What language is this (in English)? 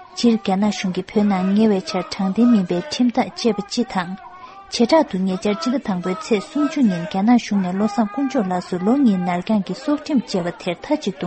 Tibetan